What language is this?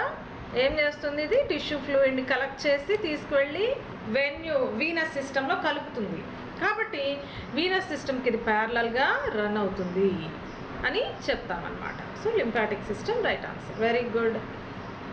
Telugu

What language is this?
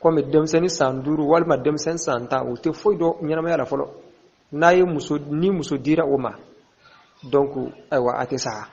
Bambara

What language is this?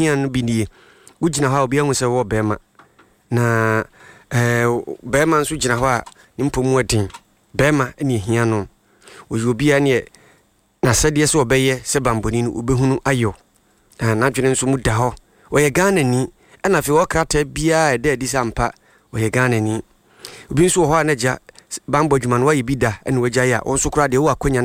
Akan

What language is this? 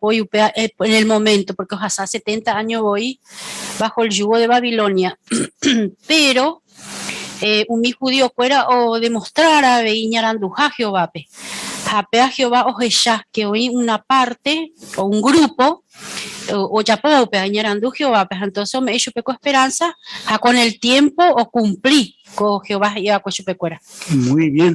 Guarani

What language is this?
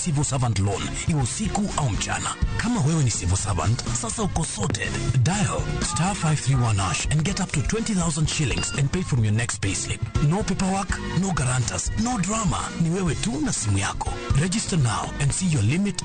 Luo (Kenya and Tanzania)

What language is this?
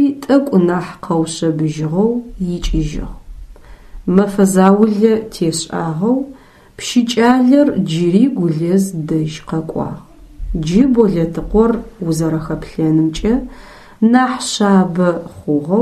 Adyghe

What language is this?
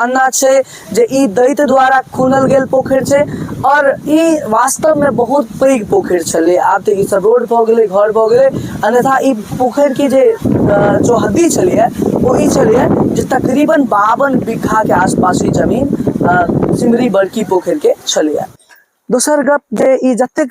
Maithili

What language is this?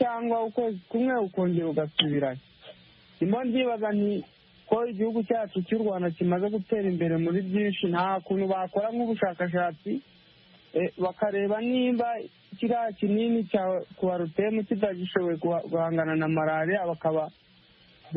Kinyarwanda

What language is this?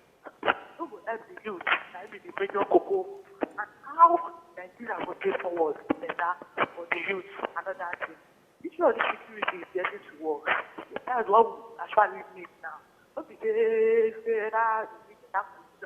Nigerian Pidgin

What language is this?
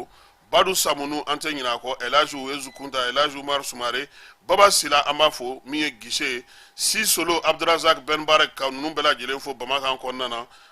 Bambara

